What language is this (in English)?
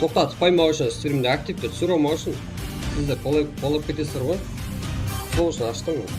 Kara-Kalpak